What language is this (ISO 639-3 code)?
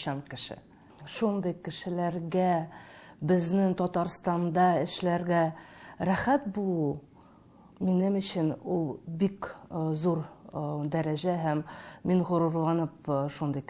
tat